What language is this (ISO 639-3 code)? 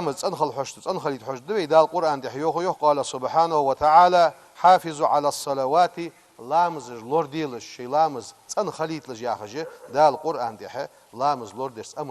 inh